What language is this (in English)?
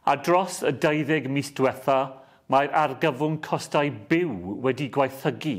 Welsh